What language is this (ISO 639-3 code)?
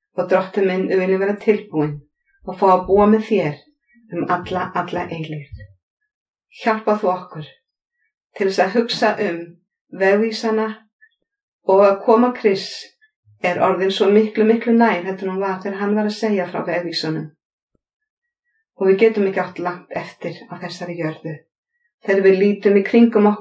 isl